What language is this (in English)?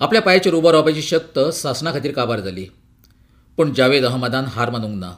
Konkani